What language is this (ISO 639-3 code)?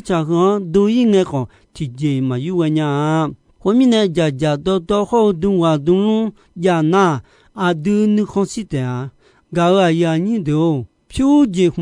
ahk